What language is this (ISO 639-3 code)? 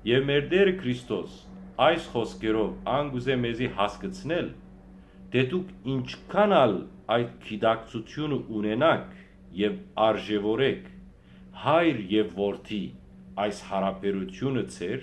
hyw